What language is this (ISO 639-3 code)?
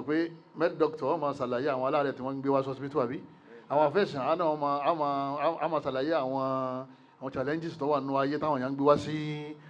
yor